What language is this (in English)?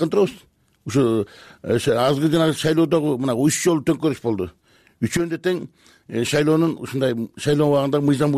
Kyrgyz